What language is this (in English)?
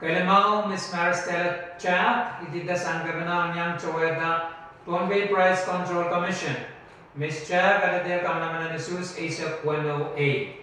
Pohnpeian